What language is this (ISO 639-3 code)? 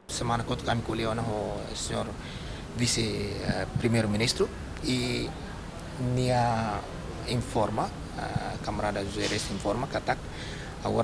tet